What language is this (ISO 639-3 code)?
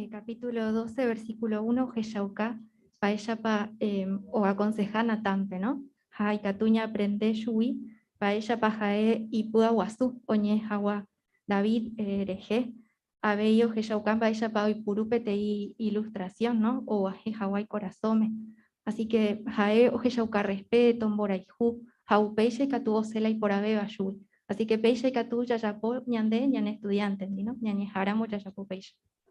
grn